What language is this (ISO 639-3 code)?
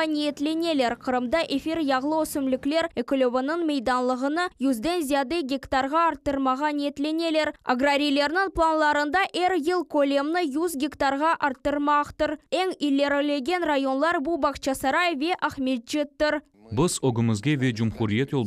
crh